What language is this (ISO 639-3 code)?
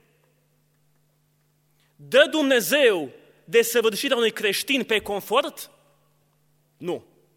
ron